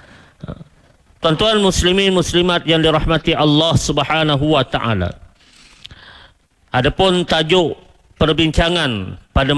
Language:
Malay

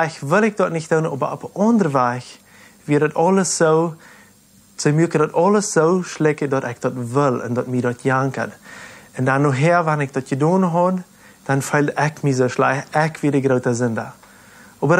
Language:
Plautdietsch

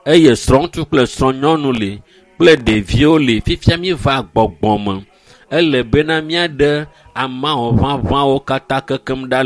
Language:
Ewe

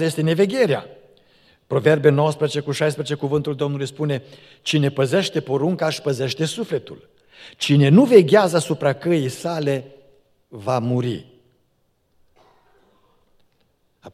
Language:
Romanian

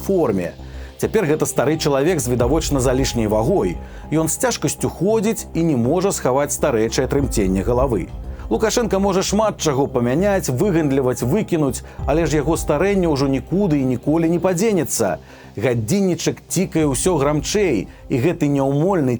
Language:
Belarusian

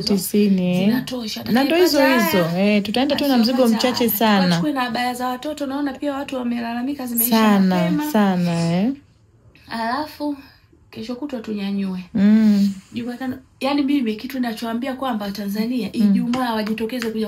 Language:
Swahili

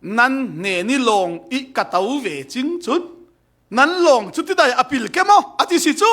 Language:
Falam Chin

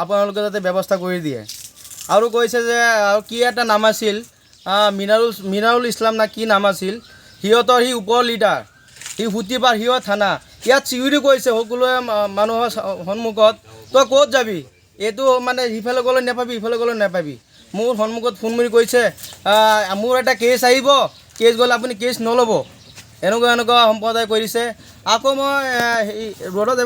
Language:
Assamese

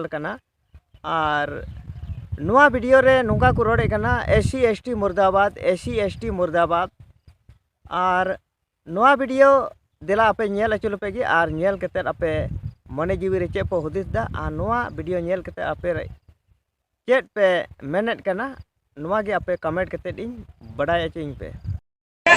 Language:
Santali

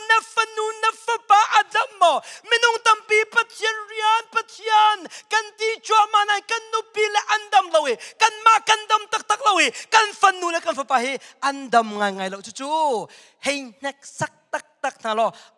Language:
Hakha Chin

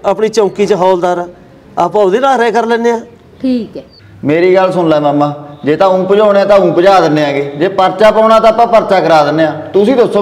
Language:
Punjabi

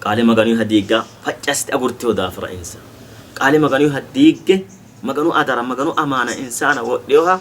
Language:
Sidamo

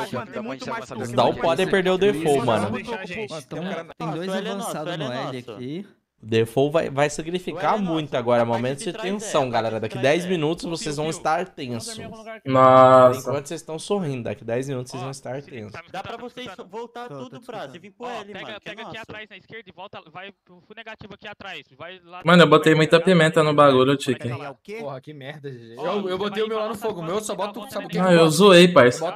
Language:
Portuguese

